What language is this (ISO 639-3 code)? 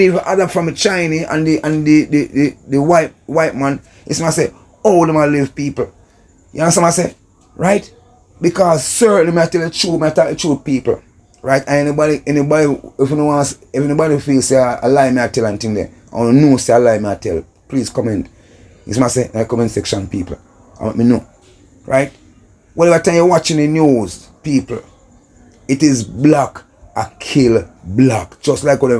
jam